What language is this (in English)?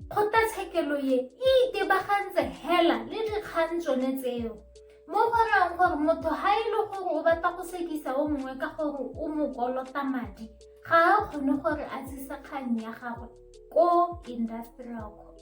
Tswana